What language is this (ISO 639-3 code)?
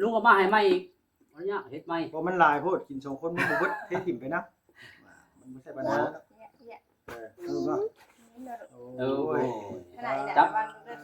tts